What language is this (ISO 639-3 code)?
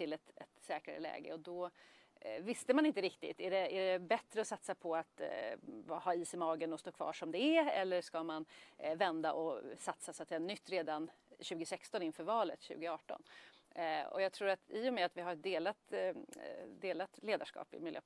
swe